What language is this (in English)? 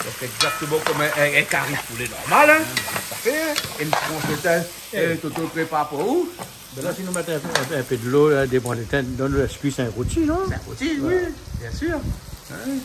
Réunion Creole French